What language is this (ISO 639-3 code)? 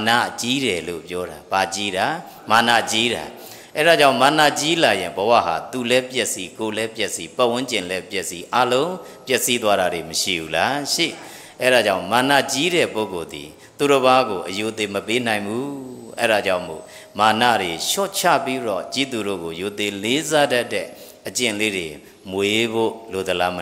mya